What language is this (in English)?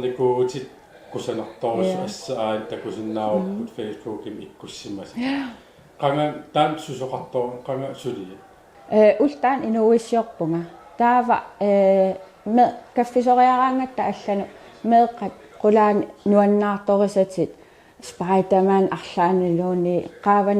Kalaallisut